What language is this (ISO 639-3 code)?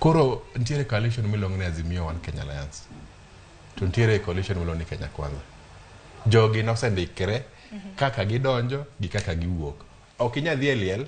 luo